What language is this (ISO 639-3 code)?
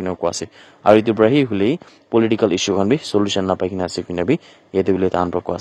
nag